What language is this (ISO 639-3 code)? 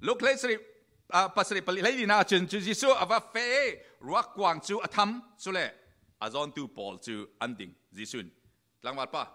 cfm